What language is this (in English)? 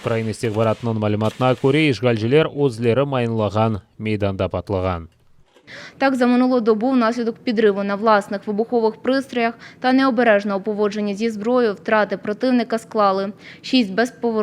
Crimean Tatar